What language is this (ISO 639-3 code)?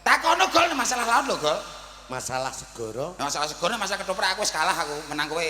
jav